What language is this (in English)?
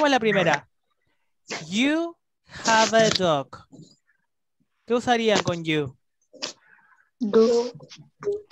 Spanish